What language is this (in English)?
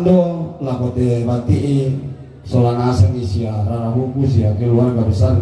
Toraja-Sa'dan